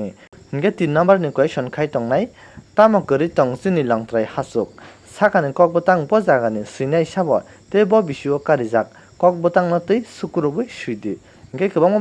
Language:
Kok Borok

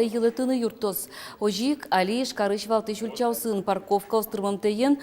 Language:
Udmurt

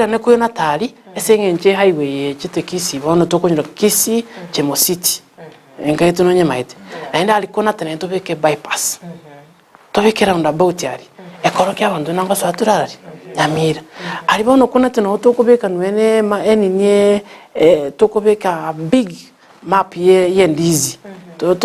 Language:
Gusii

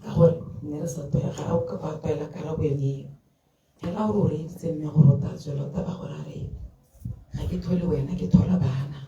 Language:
Tswana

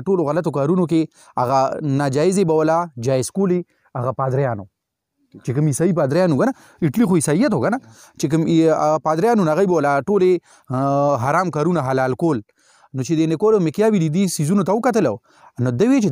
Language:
Pashto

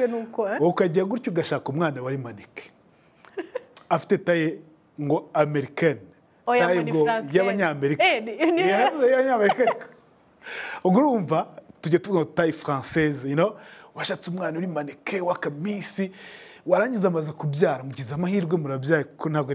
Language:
Kinyarwanda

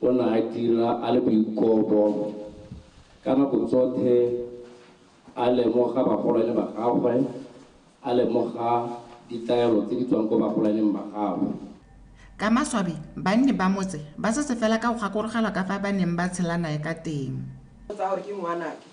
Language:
Tswana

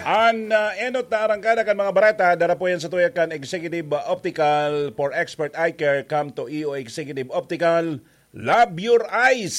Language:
Bikol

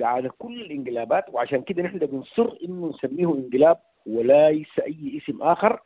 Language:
Sudanese Arabic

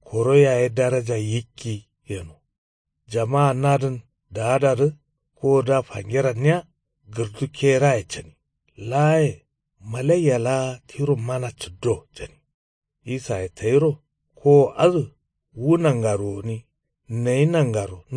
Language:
Kanuri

